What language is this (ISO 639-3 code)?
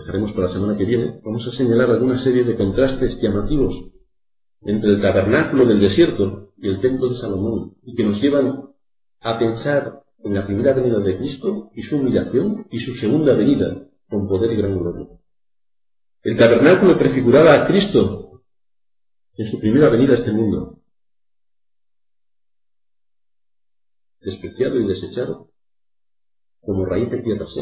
spa